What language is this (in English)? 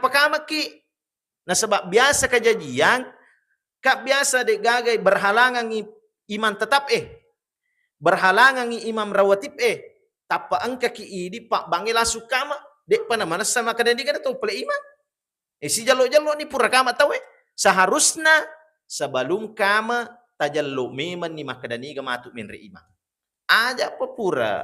Buginese